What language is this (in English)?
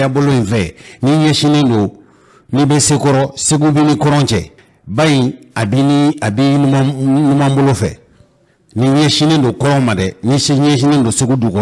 Bambara